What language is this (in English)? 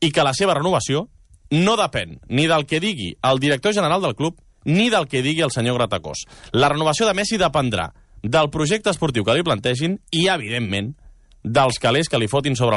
Catalan